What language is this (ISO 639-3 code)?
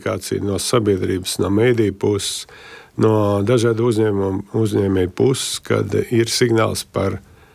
lav